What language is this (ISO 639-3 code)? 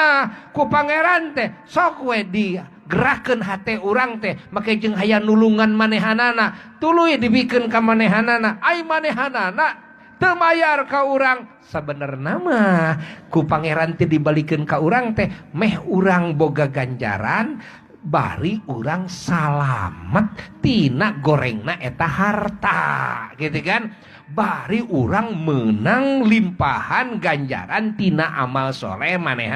sun